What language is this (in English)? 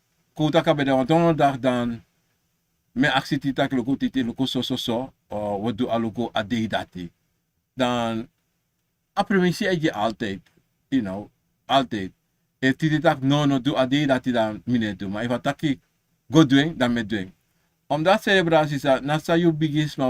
Sranan Tongo